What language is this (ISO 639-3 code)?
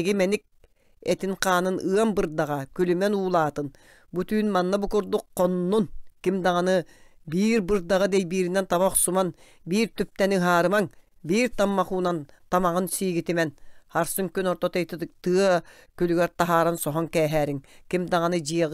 sah